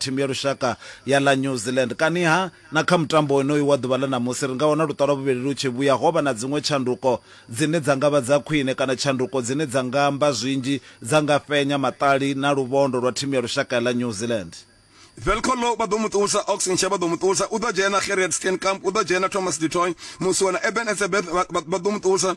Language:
Venda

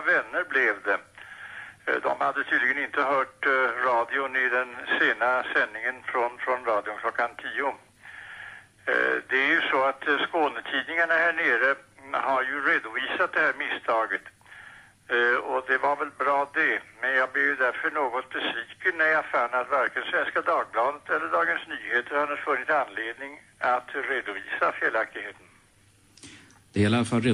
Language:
Swedish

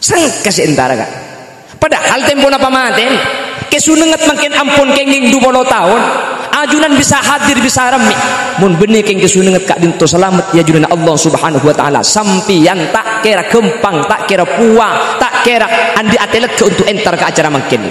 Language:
Madurese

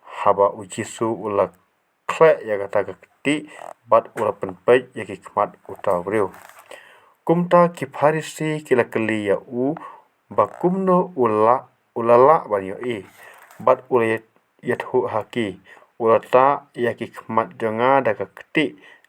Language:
Khasi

